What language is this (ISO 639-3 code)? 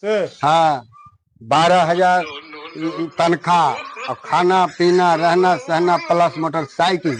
mag